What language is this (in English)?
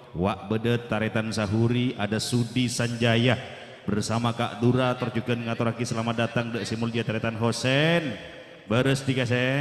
Madurese